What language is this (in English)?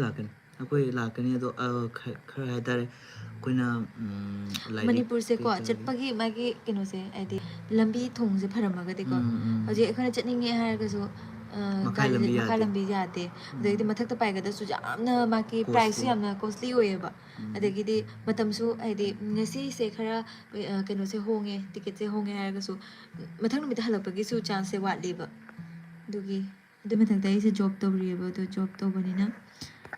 Manipuri